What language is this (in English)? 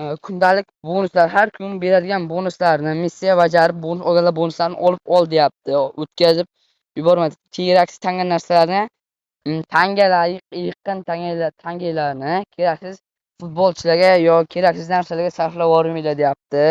Uzbek